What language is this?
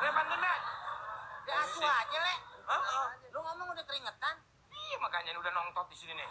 Betawi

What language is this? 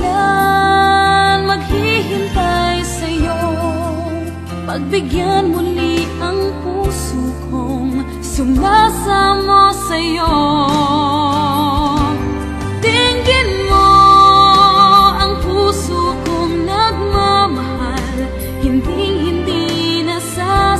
Filipino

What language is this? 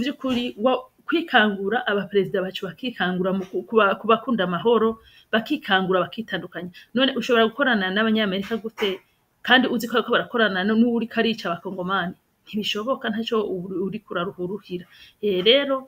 Rundi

